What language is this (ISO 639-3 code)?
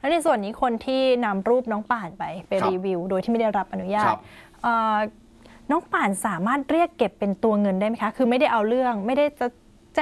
tha